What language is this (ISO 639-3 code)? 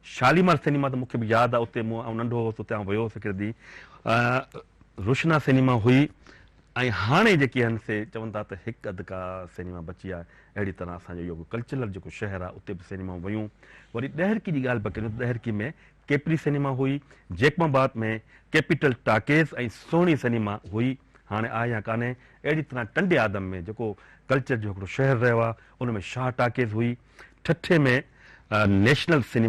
snd